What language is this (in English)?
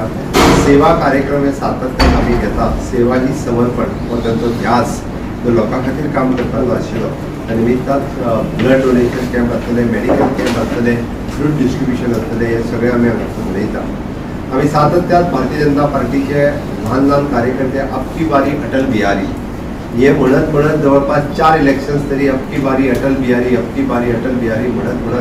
Konkani